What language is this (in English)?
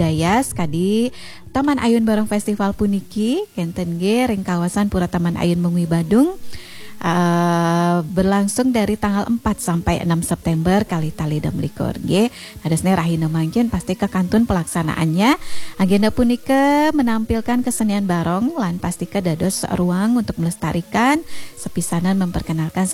Balinese